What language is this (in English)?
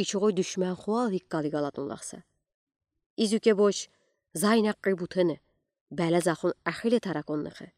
Udi